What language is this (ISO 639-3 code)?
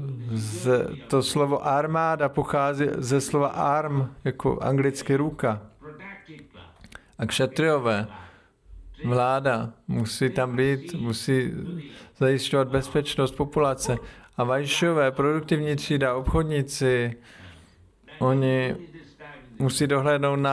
ces